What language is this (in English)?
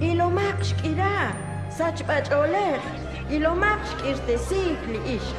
Kekchí